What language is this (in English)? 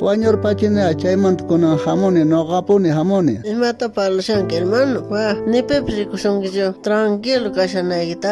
South Bolivian Quechua